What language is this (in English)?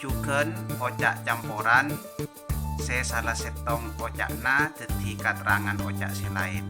Madurese